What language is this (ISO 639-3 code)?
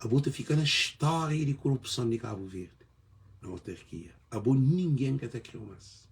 kea